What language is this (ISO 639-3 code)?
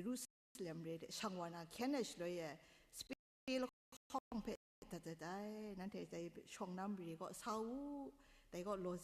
kac